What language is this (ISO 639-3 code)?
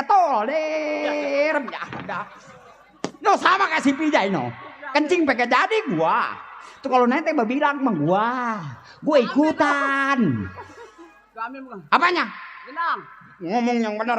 bew